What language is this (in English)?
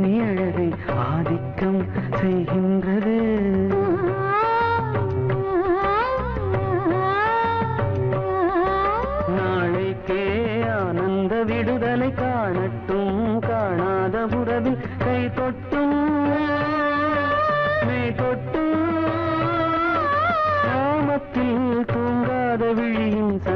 Tamil